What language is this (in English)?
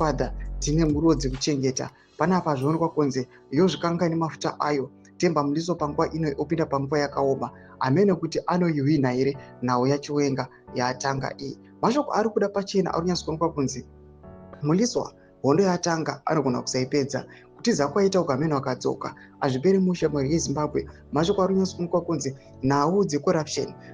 Shona